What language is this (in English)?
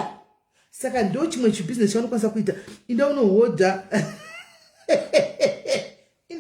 Shona